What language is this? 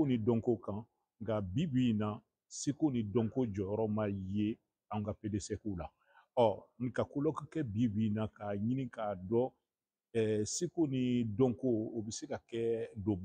Bambara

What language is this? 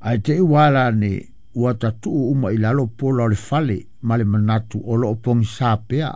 Samoan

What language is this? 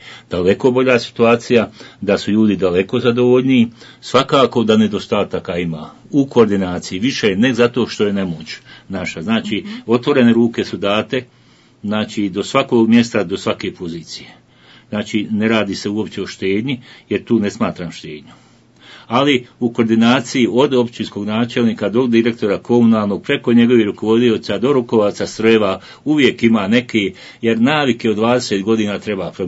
Bosnian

